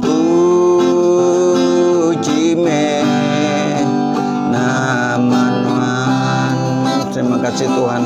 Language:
Iban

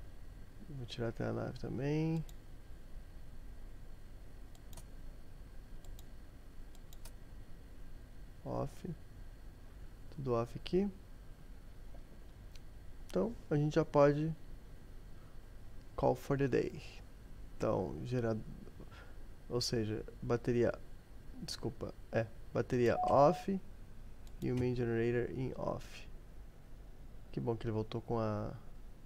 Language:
Portuguese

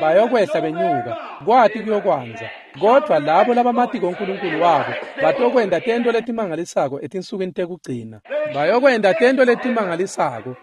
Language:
Swati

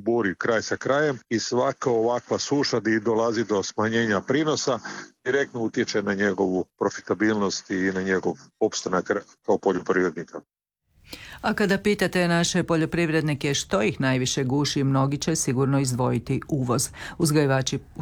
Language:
Croatian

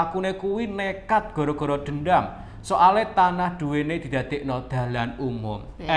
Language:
Javanese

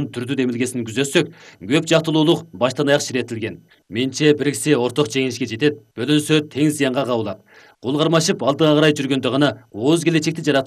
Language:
Kyrgyz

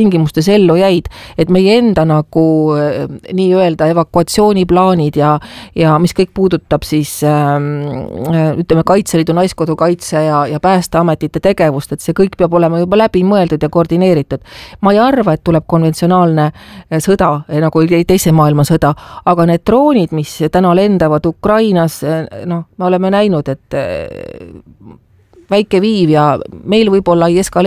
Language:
Estonian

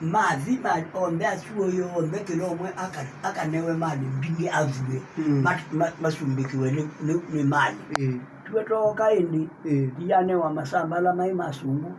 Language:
Kamba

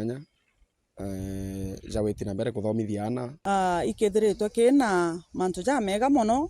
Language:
Meru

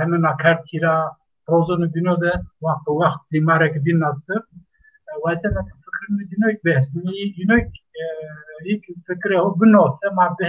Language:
Zaza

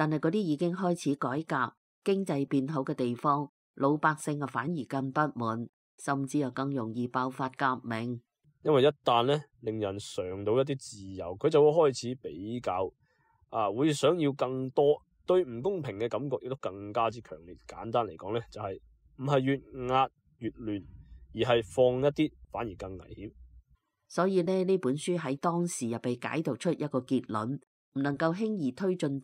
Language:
Cantonese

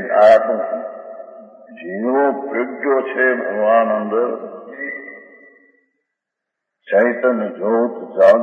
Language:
Gujarati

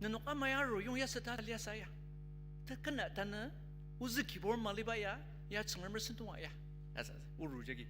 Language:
Ao Naga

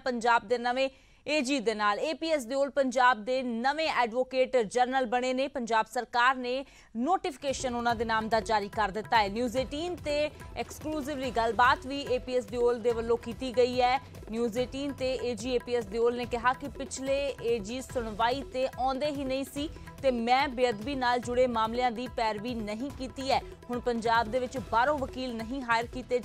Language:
Punjabi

